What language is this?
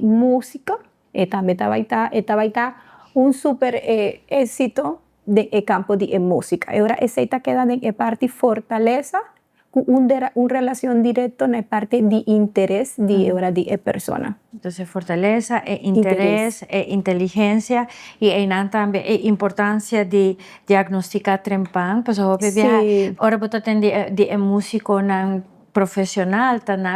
Papiamento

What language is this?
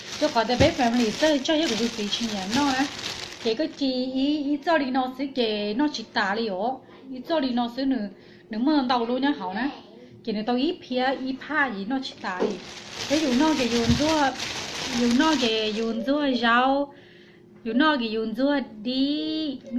Hmong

